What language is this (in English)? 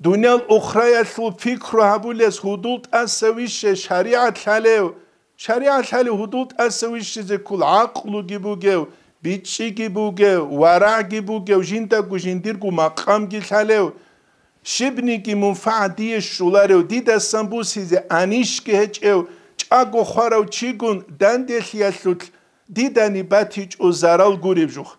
Avaric